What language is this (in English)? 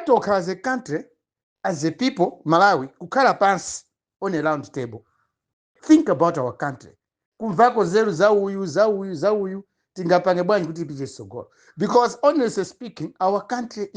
Nyanja